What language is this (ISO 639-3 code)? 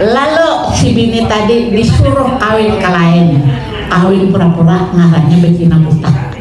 bjn